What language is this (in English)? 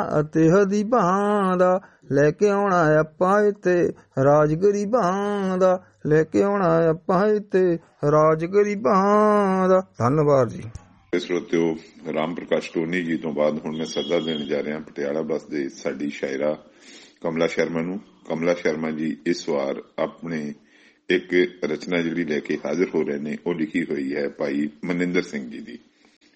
Punjabi